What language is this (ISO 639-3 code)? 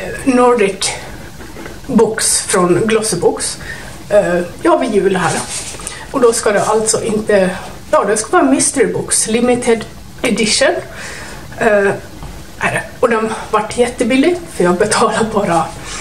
swe